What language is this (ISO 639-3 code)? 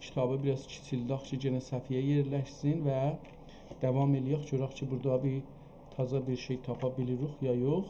azb